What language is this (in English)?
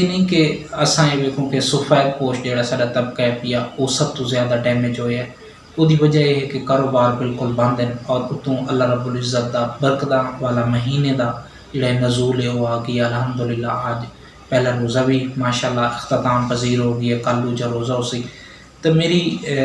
Saraiki